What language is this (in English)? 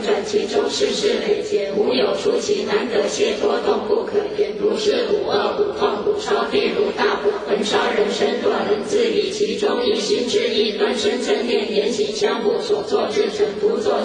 Chinese